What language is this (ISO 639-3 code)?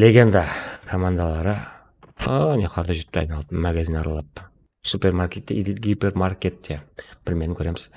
kaa